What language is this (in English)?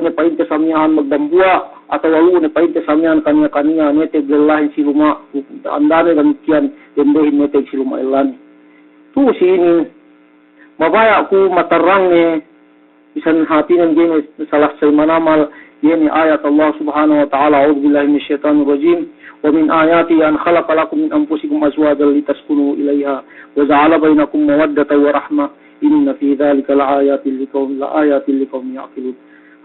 Yakan